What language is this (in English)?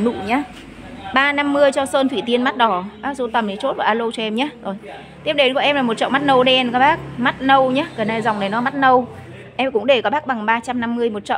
Vietnamese